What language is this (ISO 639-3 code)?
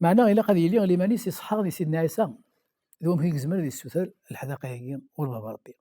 kab